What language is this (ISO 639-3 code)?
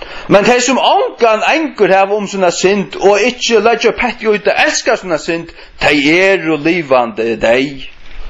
fao